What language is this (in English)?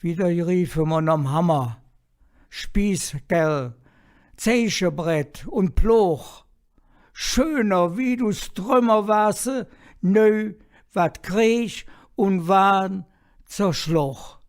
Colognian